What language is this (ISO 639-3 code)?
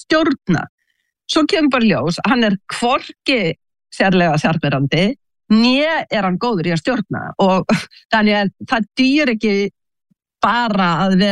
isl